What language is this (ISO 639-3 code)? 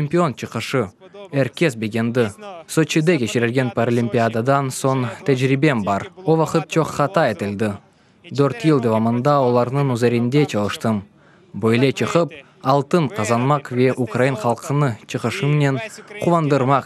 crh